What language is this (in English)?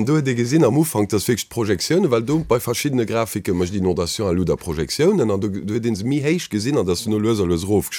Luxembourgish